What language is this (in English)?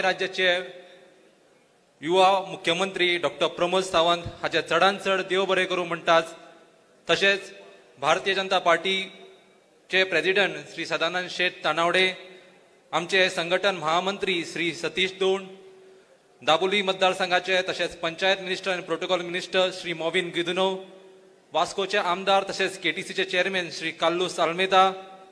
Konkani